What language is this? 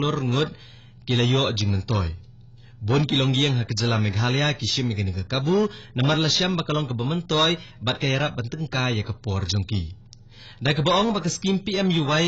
Khasi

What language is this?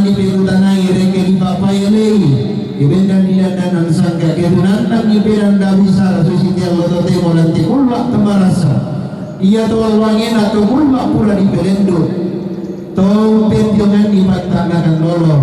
Toraja-Sa'dan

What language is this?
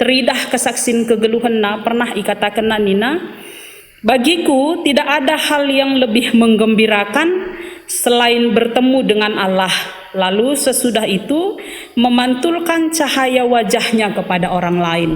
Batak Karo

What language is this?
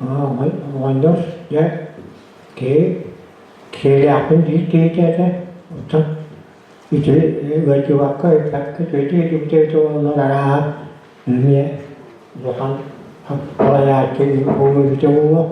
Yakut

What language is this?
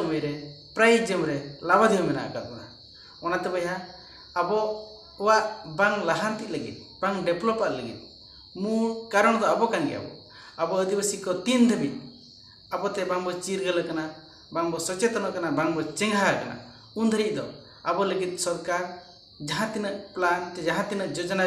Santali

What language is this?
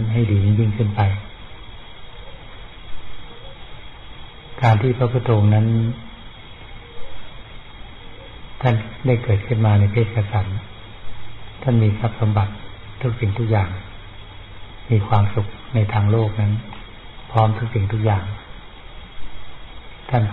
Thai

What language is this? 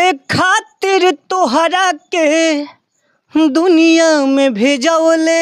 Bhojpuri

